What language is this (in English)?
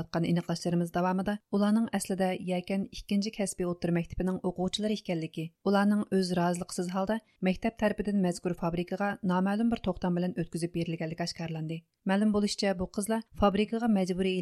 Uyghur